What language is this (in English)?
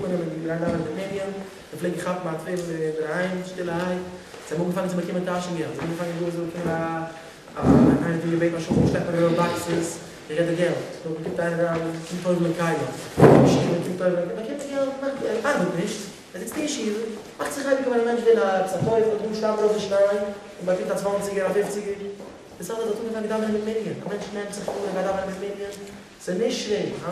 Yiddish